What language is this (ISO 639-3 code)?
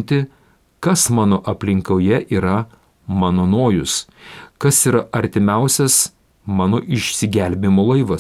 lit